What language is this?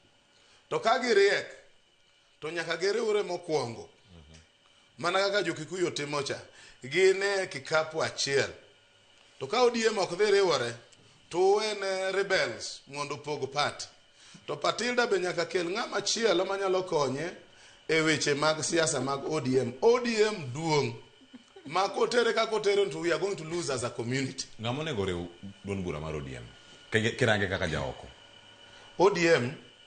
Luo (Kenya and Tanzania)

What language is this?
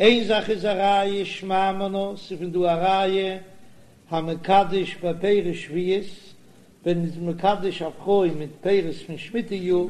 Yiddish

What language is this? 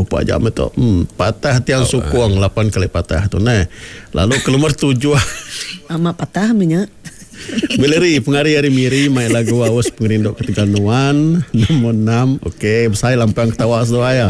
Iban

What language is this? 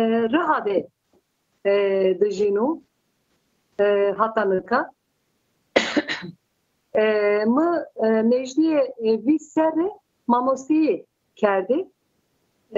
Zaza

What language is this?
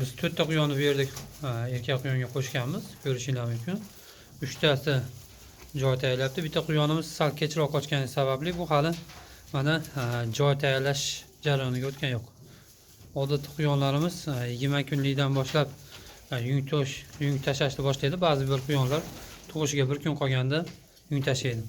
Uzbek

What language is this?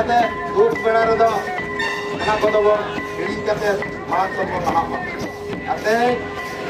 Santali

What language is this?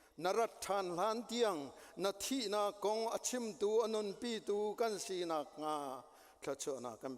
Hakha Chin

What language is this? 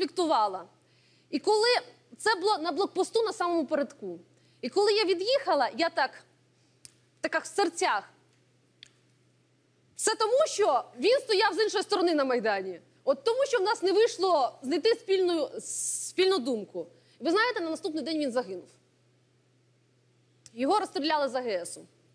Ukrainian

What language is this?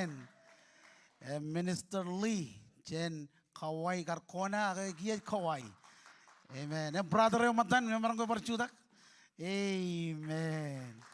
Marshallese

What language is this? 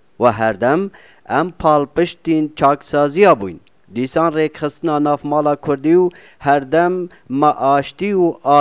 Kurdish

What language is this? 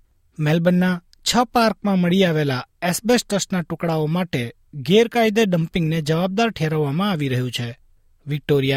Gujarati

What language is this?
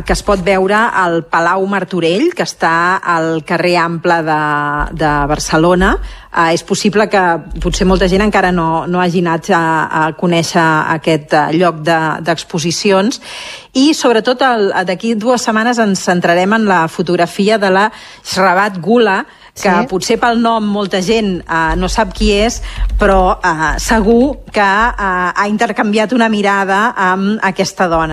Catalan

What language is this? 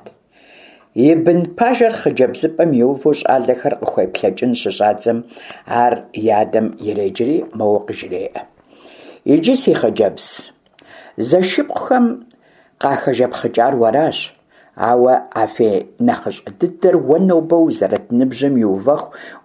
Kabardian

